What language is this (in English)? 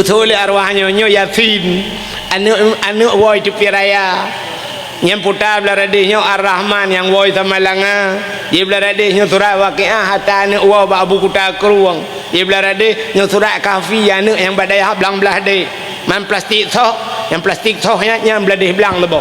Achinese